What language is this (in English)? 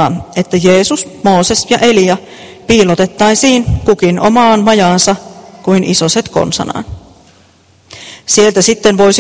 Finnish